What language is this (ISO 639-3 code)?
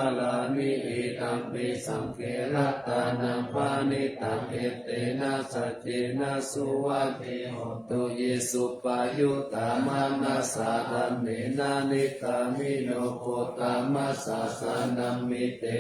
pli